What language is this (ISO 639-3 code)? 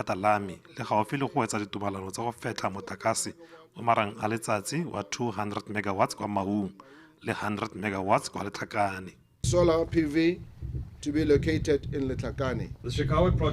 tsn